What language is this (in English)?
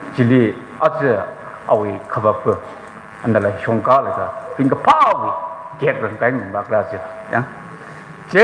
Tangkhul Naga (India)